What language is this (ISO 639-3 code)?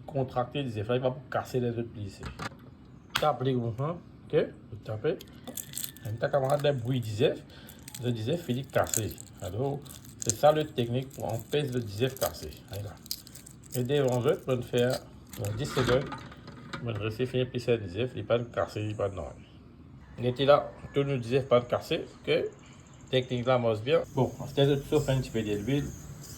mfe